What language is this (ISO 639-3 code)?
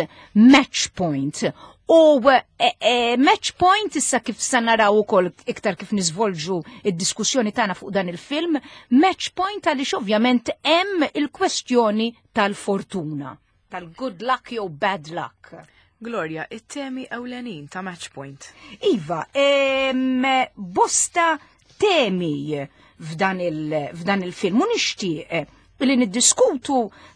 mlt